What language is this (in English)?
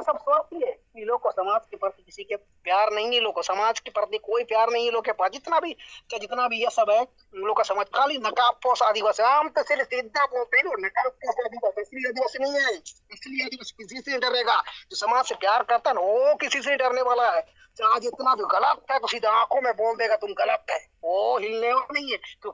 Santali